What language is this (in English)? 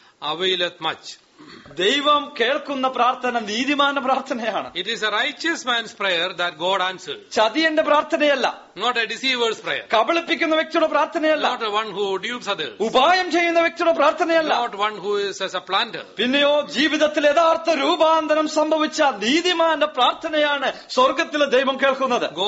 Malayalam